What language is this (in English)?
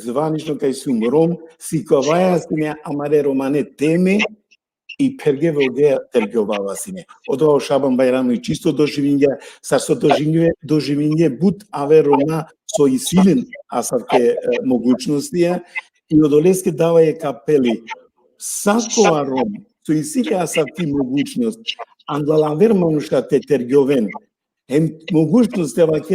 Balkan Romani